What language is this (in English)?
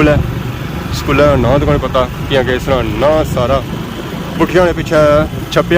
Pahari-Potwari